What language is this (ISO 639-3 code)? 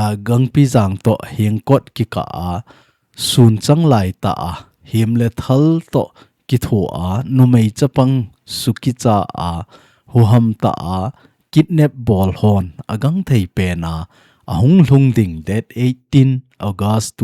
tcz